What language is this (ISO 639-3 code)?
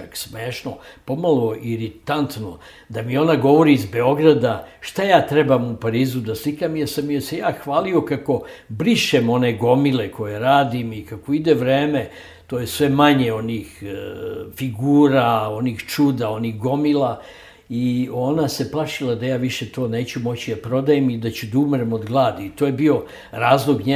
srp